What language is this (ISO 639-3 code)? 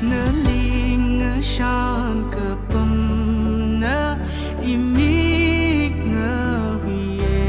nmf